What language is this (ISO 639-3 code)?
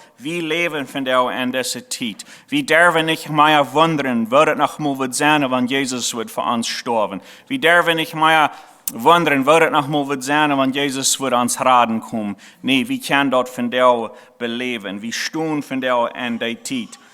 pdt